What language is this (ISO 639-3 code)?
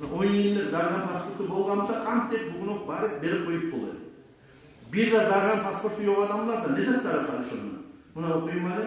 kum